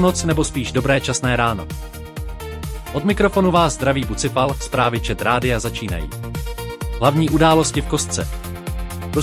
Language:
Czech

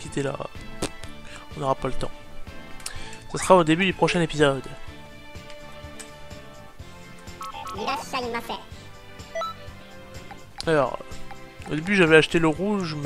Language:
French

